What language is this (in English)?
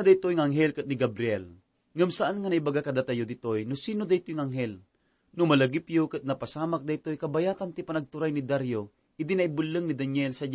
Iloko